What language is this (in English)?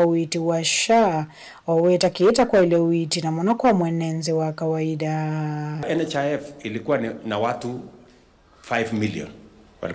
Kamba